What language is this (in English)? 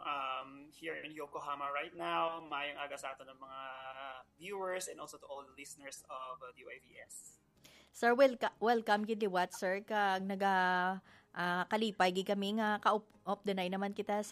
Hiligaynon